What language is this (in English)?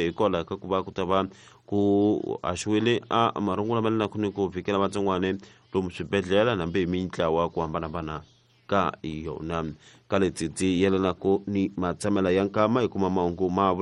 Tsonga